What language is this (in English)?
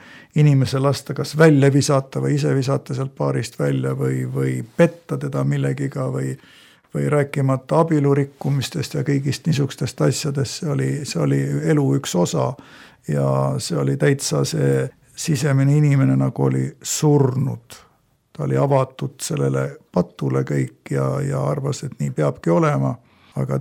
Estonian